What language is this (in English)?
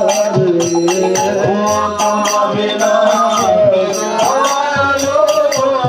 Bangla